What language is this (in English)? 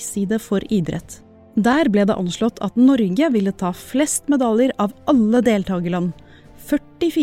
Norwegian